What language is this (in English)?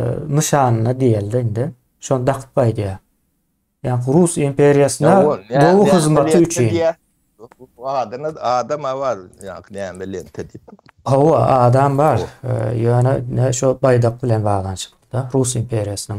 Turkmen